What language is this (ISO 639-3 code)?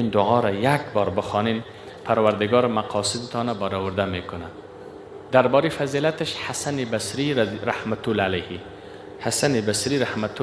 fas